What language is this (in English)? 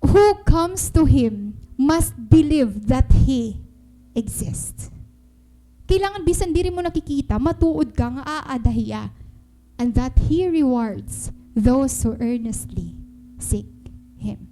Waray